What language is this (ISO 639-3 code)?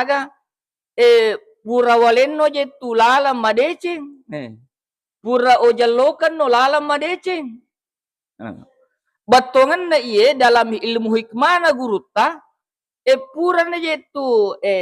bug